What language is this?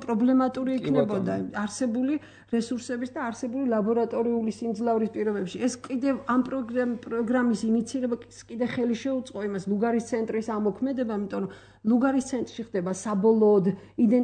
Georgian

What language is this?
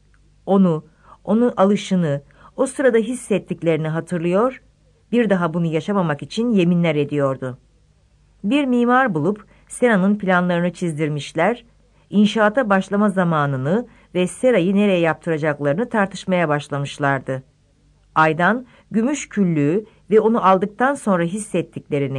Turkish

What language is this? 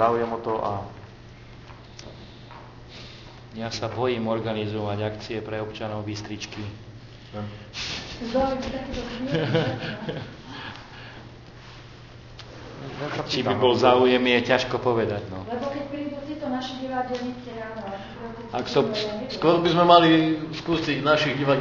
Slovak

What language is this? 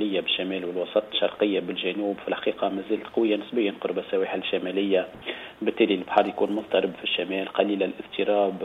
Tunisian Arabic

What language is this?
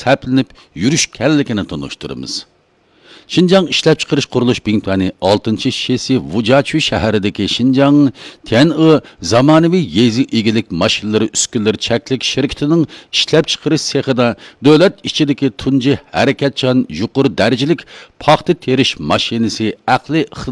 Uyghur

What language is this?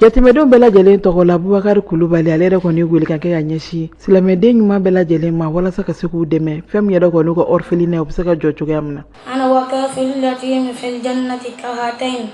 Bambara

